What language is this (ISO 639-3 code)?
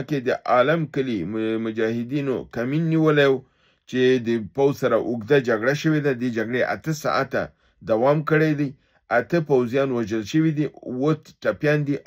pus